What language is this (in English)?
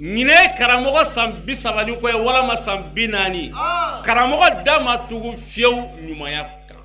Bambara